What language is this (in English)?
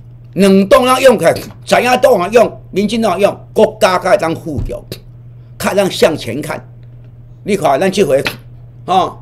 Min Nan Chinese